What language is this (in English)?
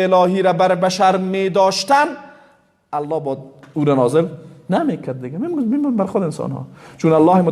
Persian